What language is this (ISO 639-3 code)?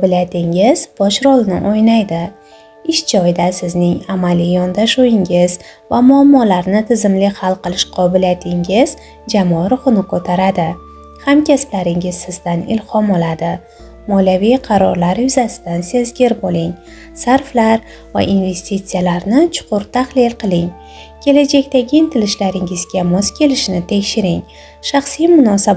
uzb